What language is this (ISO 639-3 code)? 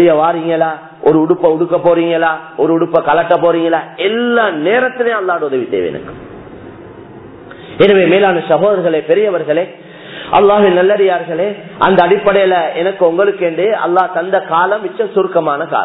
tam